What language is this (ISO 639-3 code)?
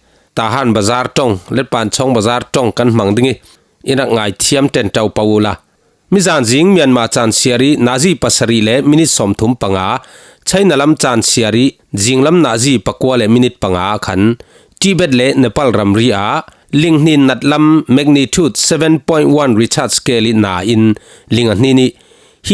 cfm